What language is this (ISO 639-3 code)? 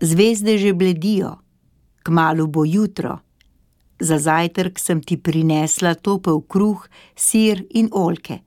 slv